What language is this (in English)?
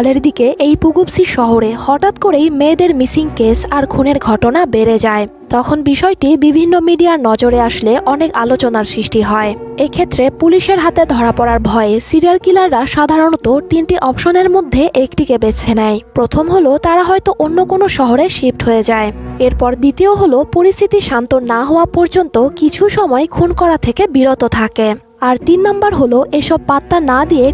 Bangla